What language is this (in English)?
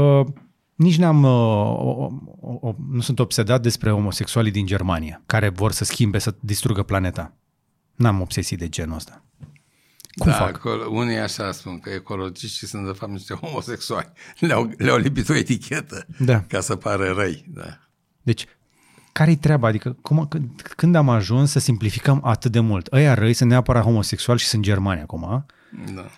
Romanian